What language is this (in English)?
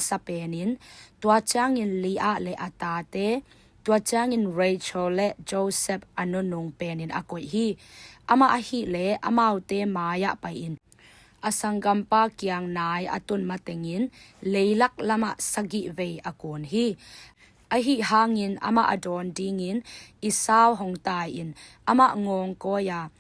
Tedim Chin